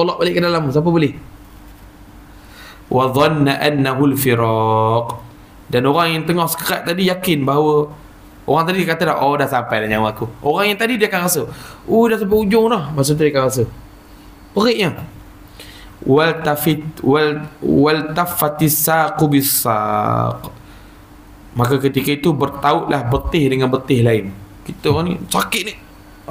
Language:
Malay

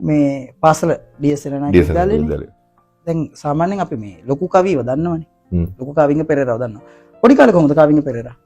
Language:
Sinhala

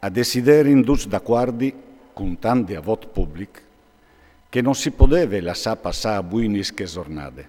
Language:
Friulian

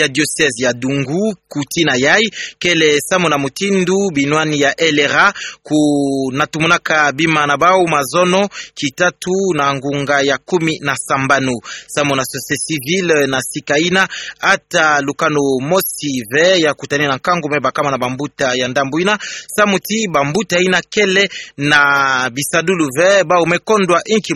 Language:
Kituba (Democratic Republic of Congo)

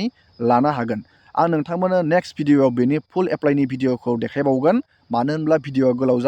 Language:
Bodo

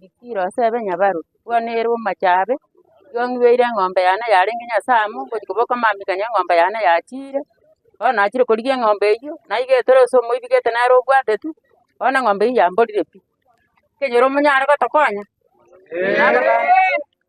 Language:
Gusii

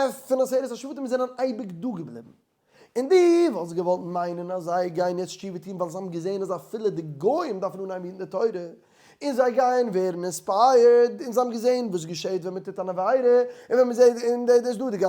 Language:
Yiddish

